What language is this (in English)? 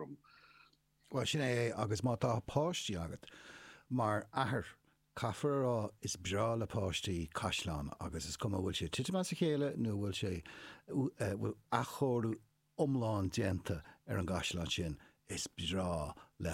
Irish